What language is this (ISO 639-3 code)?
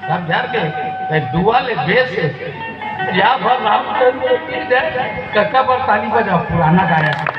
hne